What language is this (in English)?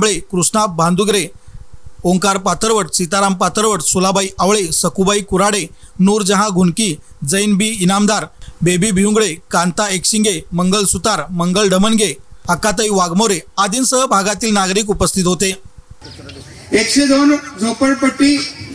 Marathi